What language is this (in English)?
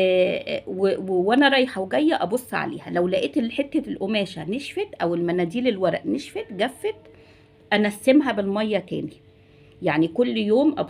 Egyptian Arabic